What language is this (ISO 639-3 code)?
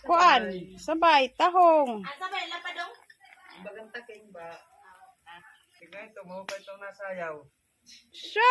war